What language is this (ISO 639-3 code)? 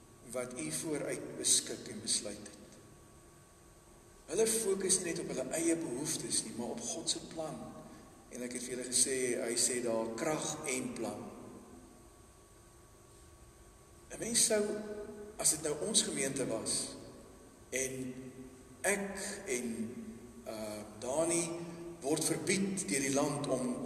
afr